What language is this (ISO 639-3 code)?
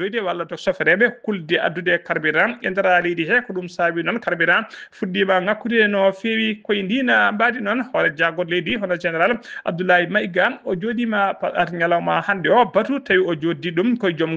ful